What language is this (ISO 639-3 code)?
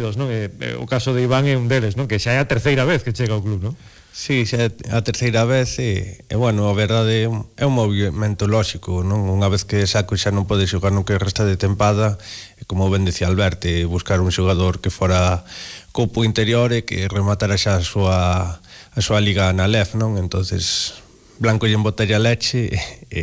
glg